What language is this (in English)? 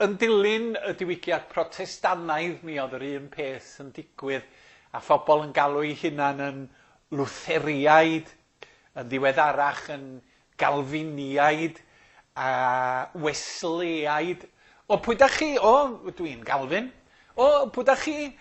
Welsh